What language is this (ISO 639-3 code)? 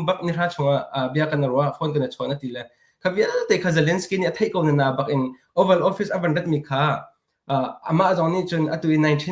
cnh